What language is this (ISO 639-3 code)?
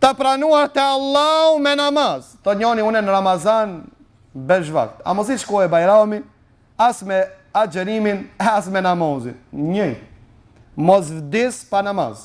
sqi